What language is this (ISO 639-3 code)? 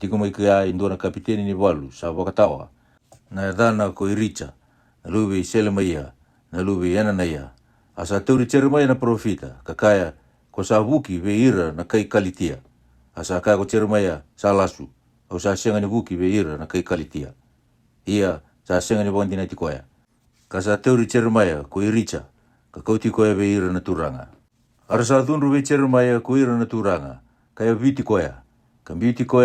fij